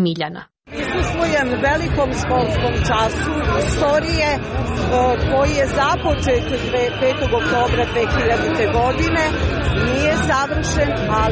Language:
Serbian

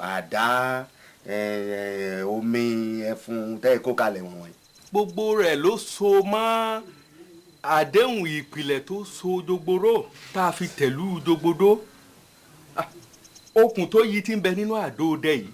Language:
Yoruba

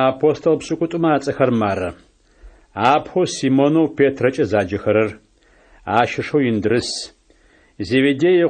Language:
Adyghe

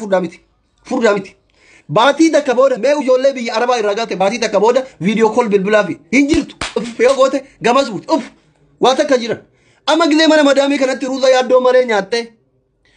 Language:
Oromo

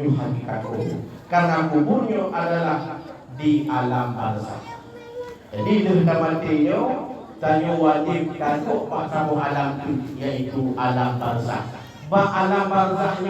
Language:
Achinese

